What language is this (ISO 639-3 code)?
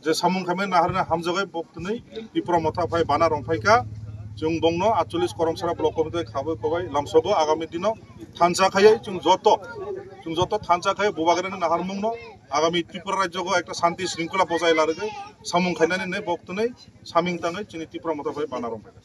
trp